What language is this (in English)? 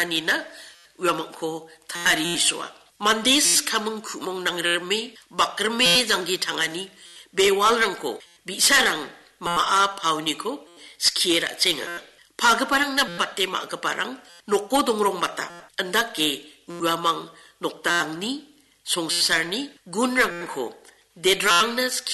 Garo